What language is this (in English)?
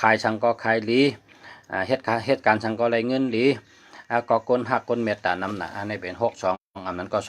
Shan